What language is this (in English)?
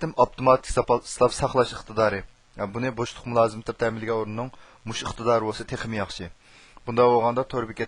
Uyghur